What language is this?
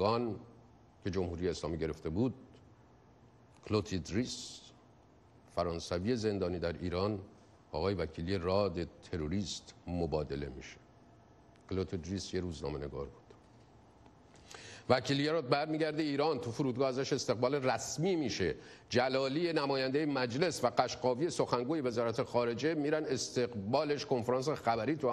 Persian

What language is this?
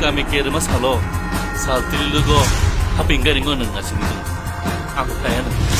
Kok Borok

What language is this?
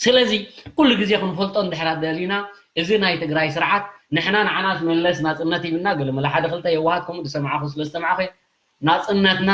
Tigrinya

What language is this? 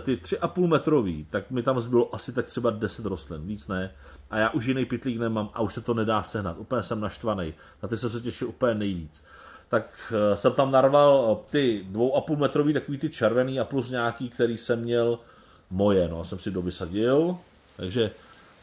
Czech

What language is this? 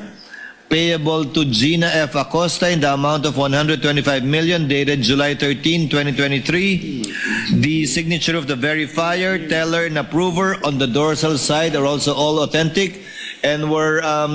Filipino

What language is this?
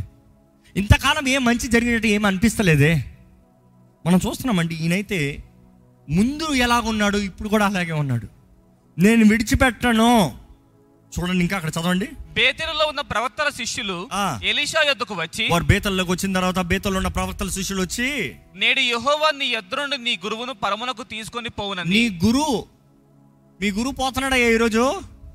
Telugu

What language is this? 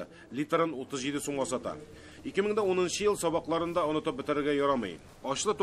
Tatar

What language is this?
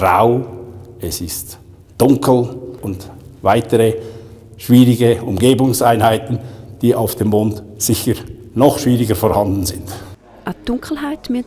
Swiss German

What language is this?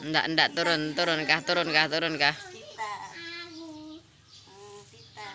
Musi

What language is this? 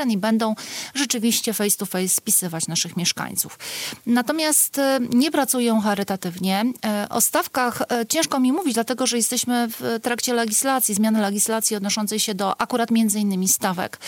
Polish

